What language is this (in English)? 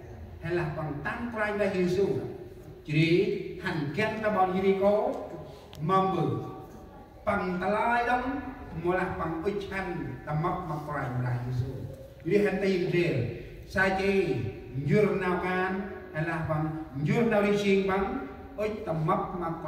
Central Mnong